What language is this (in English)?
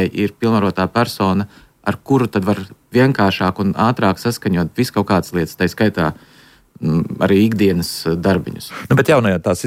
Latvian